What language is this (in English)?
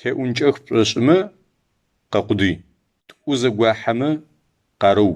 Adyghe